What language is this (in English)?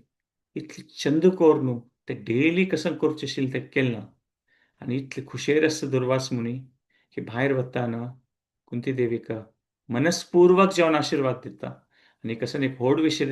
Konkani